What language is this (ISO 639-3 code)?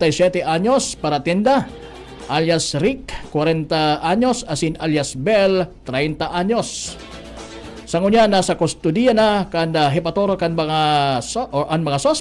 bik